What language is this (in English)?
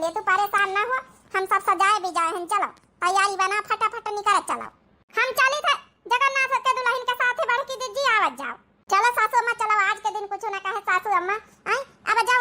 Awadhi